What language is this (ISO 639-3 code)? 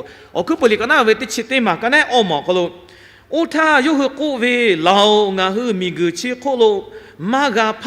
lhu